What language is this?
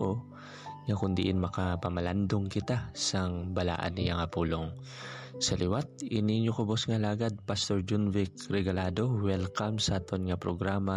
Hiligaynon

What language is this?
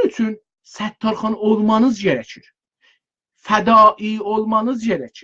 South Azerbaijani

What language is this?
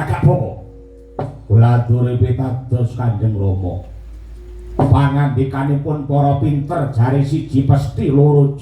Javanese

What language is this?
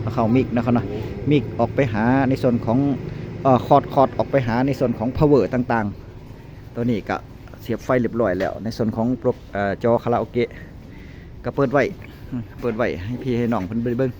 Northeastern Thai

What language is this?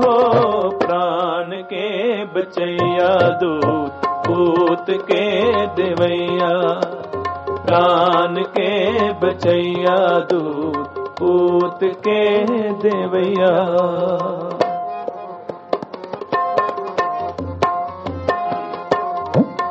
Punjabi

